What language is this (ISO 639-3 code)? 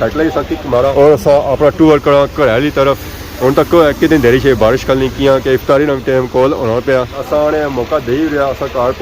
phr